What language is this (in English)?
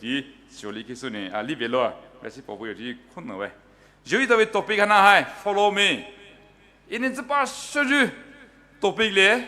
Poumei Naga